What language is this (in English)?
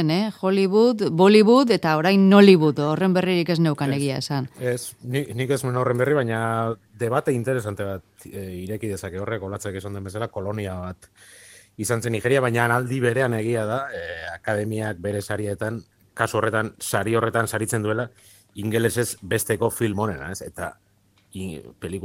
Basque